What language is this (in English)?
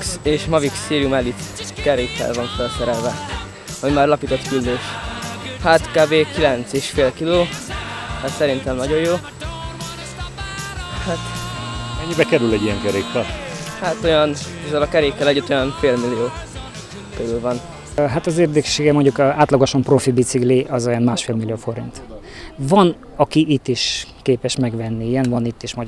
Hungarian